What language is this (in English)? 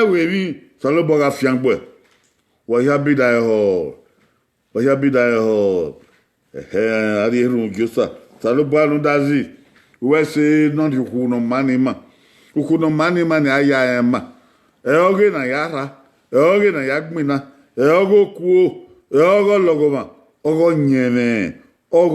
Bini